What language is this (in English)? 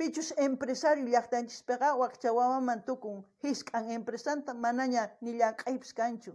South Bolivian Quechua